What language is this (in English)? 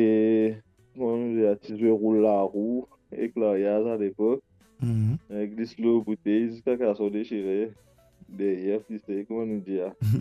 Morisyen